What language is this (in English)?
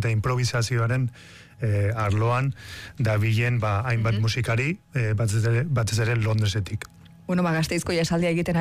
Basque